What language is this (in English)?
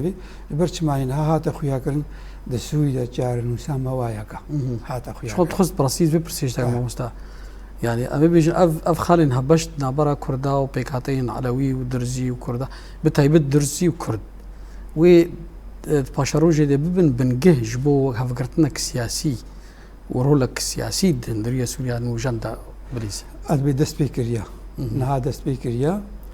Kurdish